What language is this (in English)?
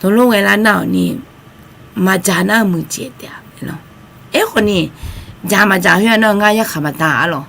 Akha